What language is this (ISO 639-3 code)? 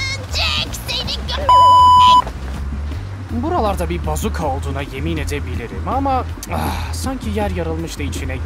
tur